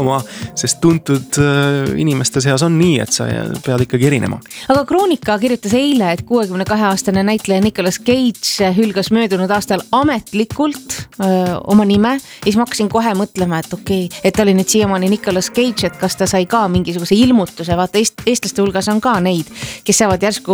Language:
Estonian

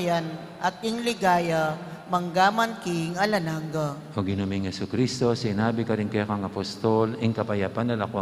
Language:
Pampanga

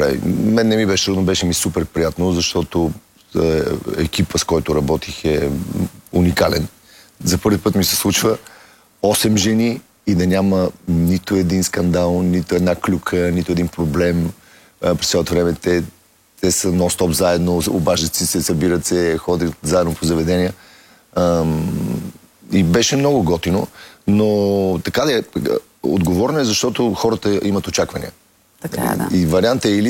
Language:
Bulgarian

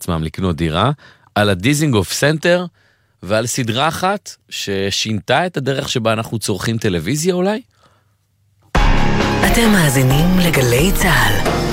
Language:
Hebrew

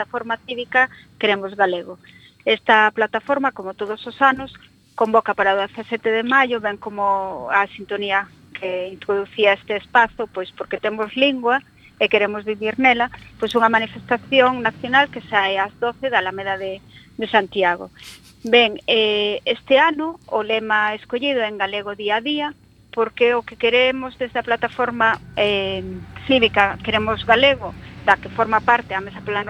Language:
Galician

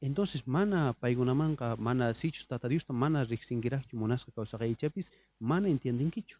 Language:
South Bolivian Quechua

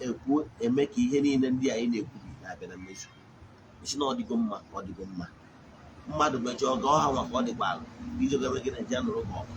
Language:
Igbo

